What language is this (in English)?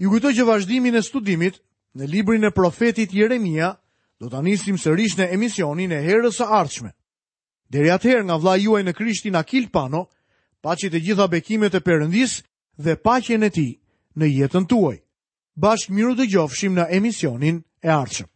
Albanian